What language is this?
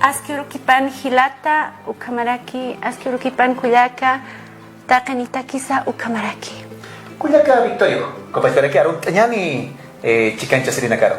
Aymara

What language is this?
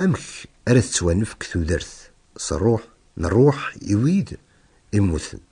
Kabyle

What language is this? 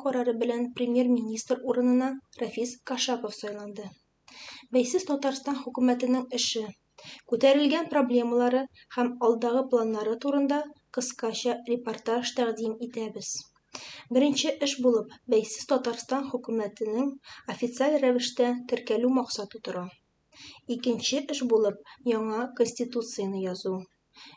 Tatar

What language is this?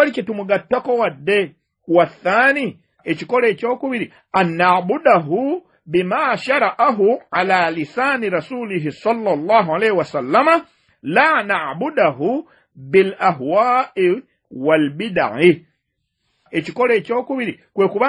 Ganda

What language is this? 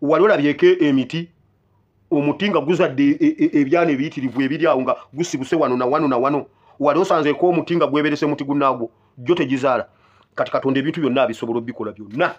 Ganda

